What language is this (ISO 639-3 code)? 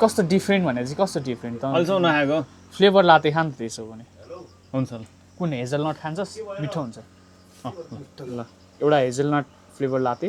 nep